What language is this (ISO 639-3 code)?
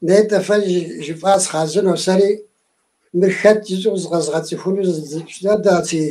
kbd